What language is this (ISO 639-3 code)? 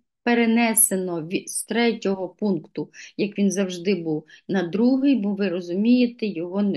ukr